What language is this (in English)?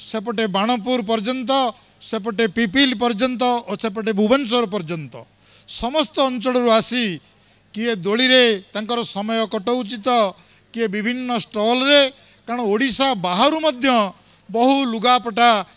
Odia